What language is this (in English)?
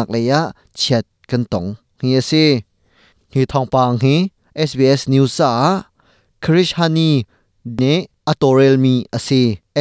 Hakha Chin